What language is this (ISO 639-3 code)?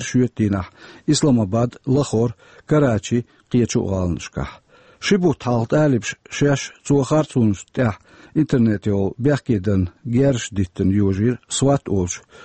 che